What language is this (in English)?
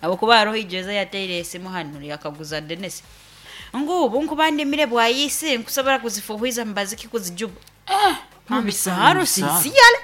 Nyoro